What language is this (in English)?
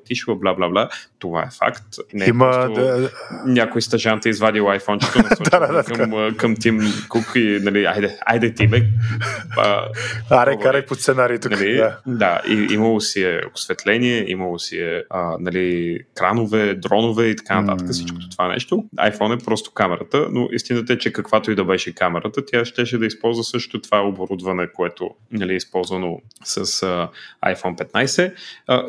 Bulgarian